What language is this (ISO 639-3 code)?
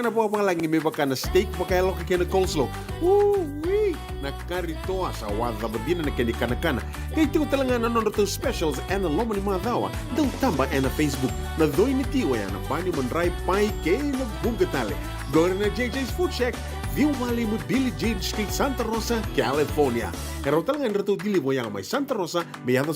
fij